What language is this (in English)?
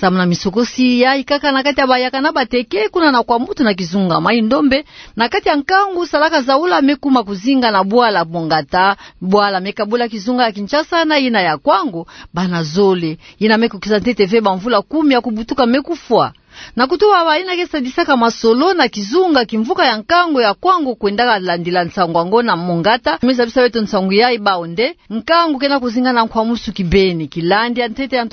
Kituba (Democratic Republic of Congo)